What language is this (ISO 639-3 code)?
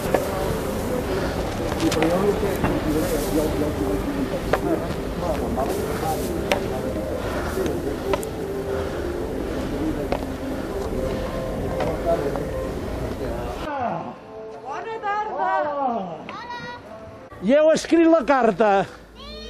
cat